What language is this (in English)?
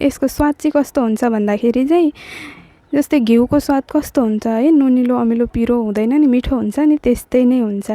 Nepali